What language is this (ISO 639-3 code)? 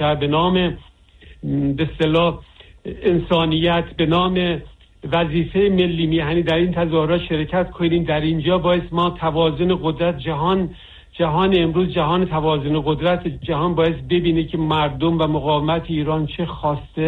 fas